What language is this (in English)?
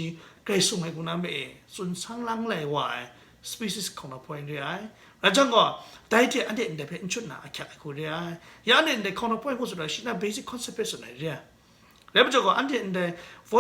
Kachin